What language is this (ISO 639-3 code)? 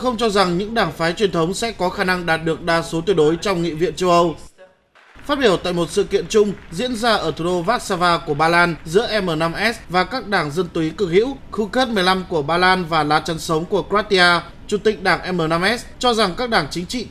vie